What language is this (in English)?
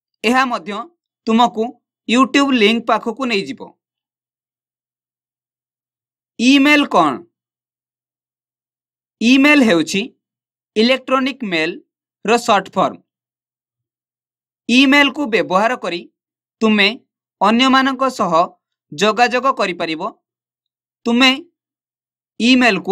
Odia